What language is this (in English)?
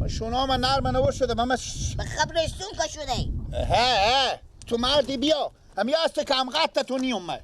Persian